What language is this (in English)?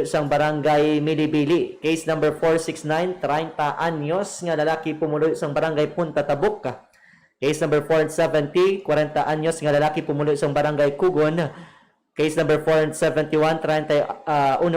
Hiligaynon